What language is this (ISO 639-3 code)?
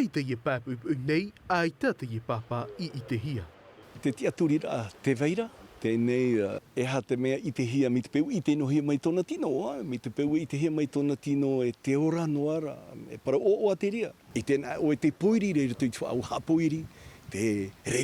tah